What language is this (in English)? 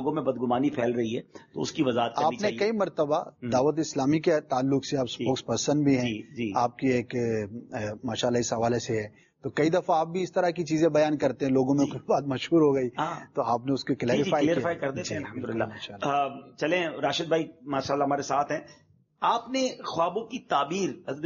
Urdu